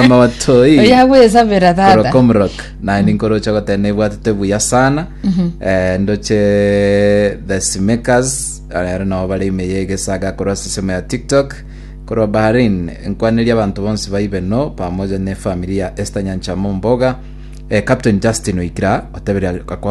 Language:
Gusii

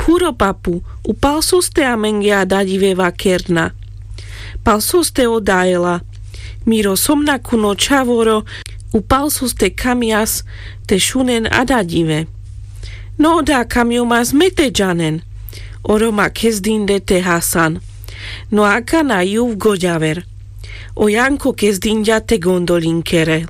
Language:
Carpathian Romani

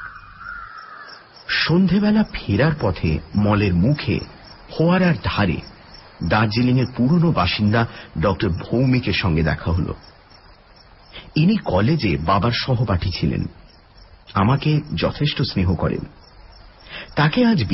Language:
Bangla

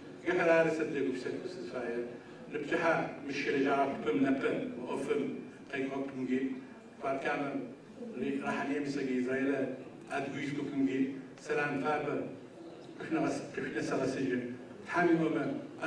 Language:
Adyghe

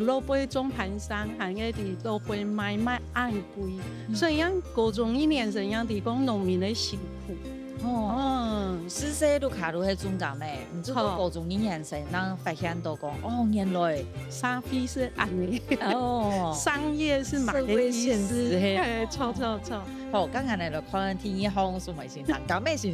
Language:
Hakka Chinese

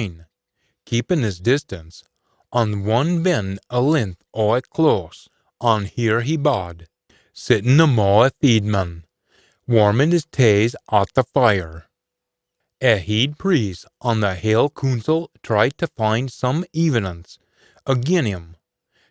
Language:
Scots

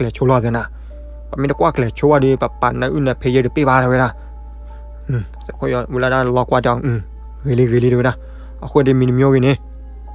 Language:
S'gaw Karen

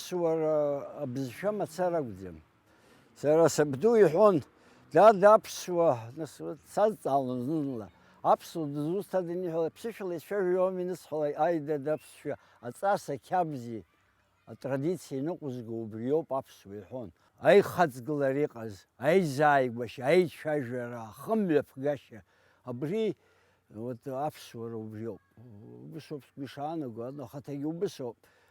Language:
Abkhazian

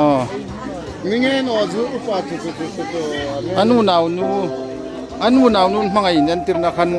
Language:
Hmar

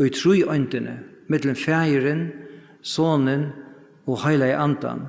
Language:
Faroese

